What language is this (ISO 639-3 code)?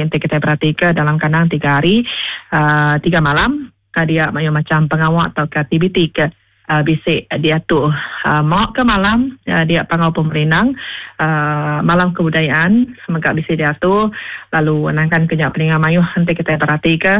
iba